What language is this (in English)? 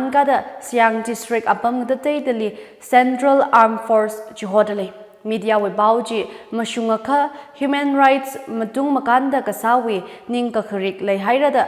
Tangkhul Naga (India)